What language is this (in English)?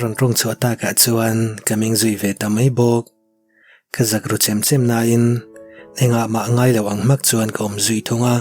Mizo